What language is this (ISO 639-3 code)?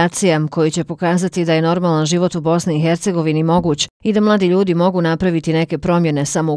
bos